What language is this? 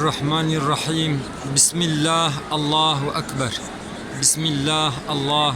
Kurdish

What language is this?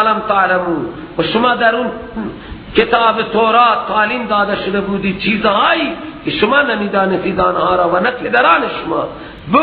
Persian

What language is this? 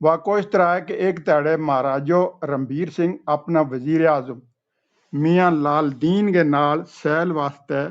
Gujari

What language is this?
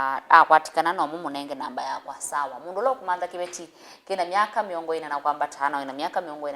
Kamba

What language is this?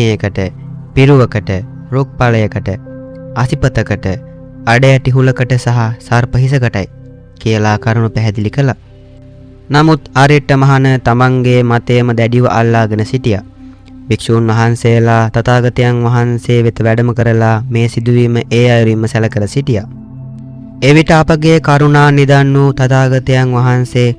Sinhala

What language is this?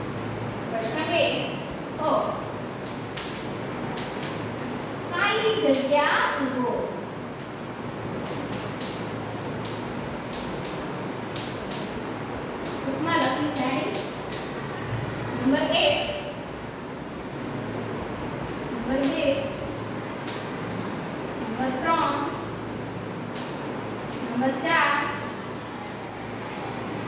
Gujarati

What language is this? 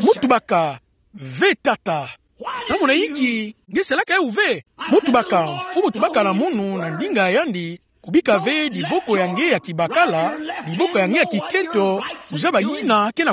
Kituba (Democratic Republic of Congo)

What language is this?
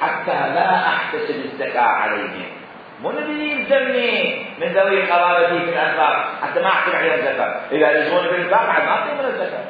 Mesopotamian Arabic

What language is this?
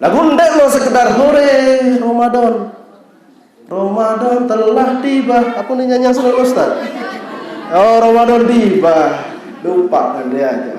Sasak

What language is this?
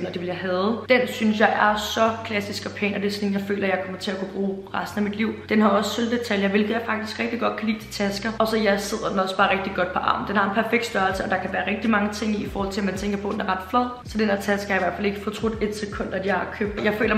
Danish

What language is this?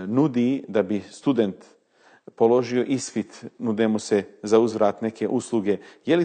Bosnian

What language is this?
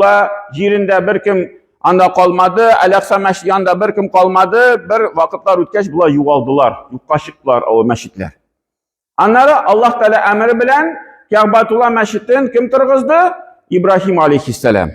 Tatar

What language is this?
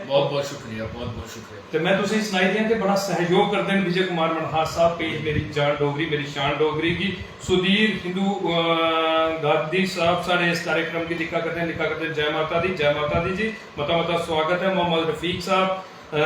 Dogri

